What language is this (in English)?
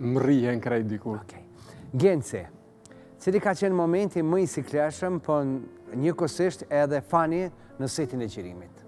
Albanian